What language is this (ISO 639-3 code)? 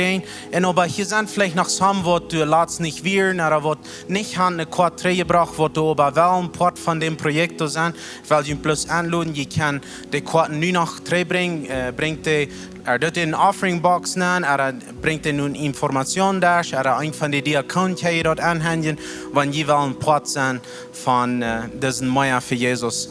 pdt